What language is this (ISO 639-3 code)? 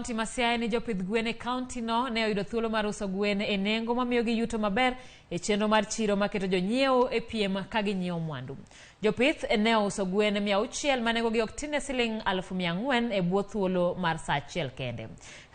luo